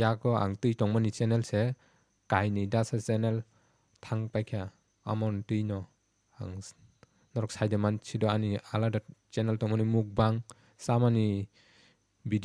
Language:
Kok Borok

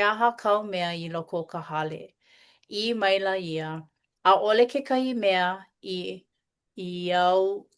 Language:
Hawaiian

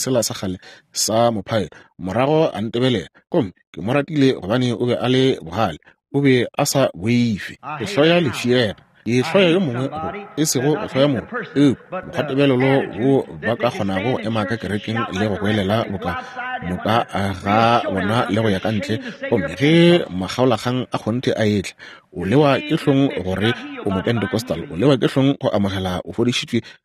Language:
Northern Sotho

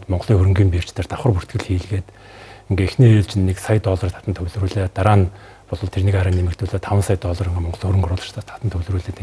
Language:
Mongolian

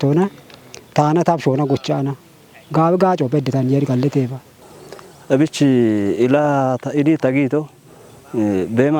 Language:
Kafa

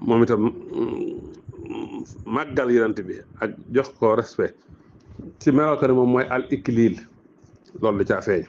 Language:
Wolof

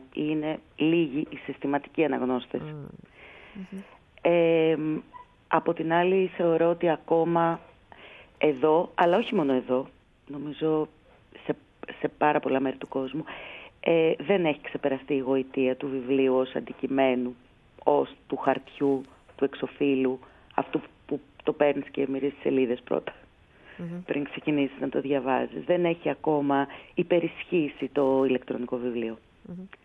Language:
Greek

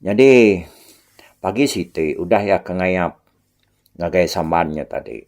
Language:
Iban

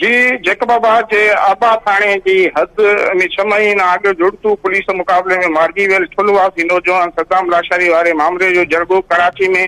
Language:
Sindhi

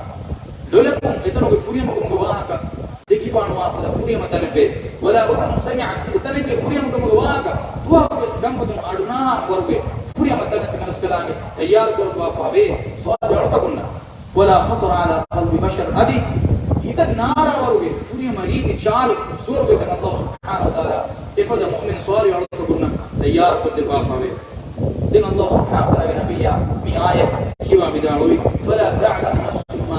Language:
Divehi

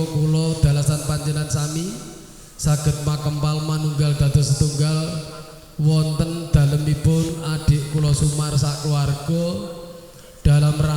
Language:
Javanese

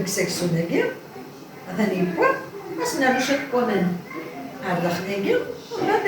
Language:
Kabyle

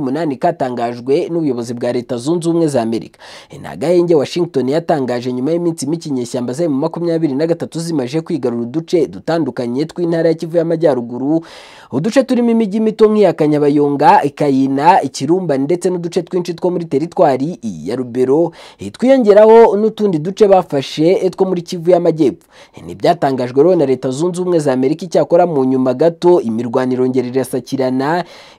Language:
Kinyarwanda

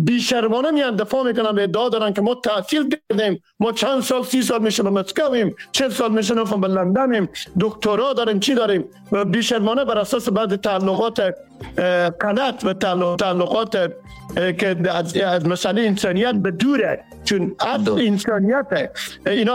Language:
Persian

